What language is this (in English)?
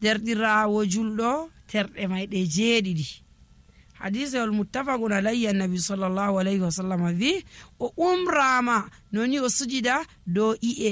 Nigerian Fulfulde